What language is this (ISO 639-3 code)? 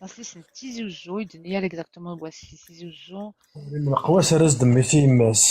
kab